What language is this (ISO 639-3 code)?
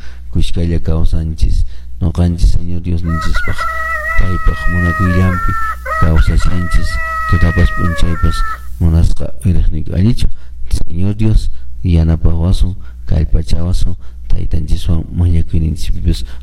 que